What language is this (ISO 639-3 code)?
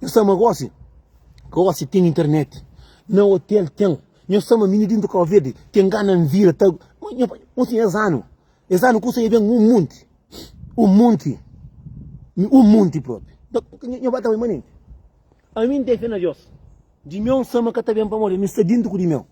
kea